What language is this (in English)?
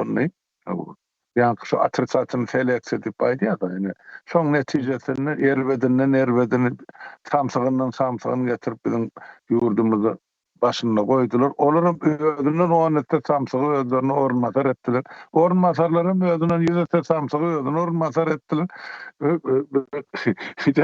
Turkmen